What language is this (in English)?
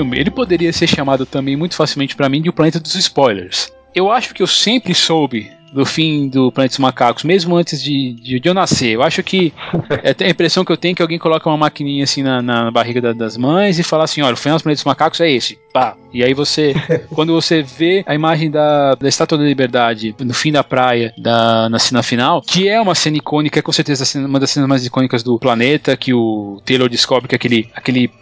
Portuguese